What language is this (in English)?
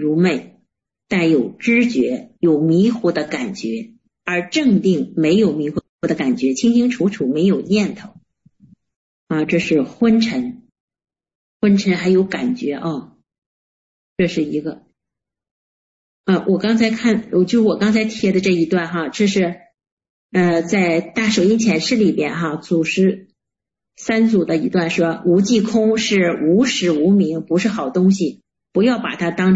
Chinese